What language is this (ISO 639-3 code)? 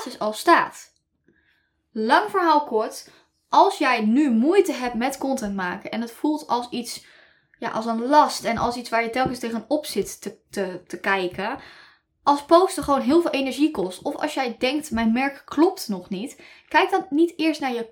nld